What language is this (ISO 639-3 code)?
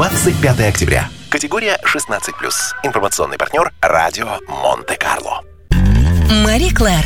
rus